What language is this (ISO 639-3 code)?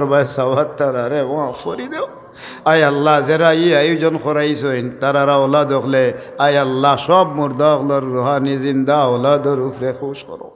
syl